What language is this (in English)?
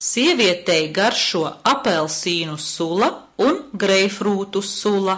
Latvian